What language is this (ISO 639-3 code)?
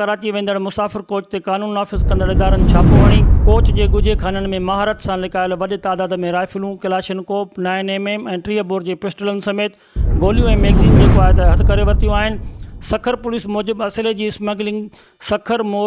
snd